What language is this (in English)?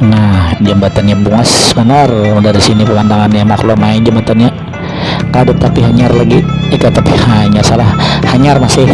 Banjar